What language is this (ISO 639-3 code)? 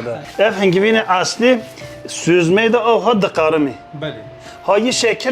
kur